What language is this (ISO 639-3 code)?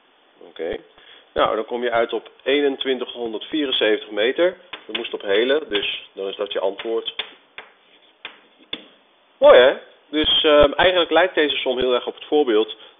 nld